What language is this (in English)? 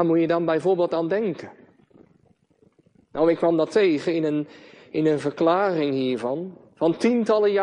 Dutch